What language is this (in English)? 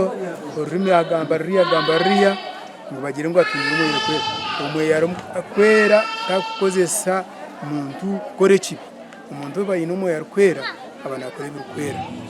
Nyankole